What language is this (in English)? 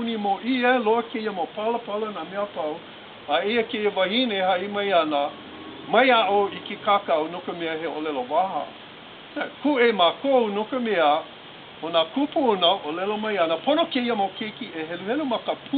Hawaiian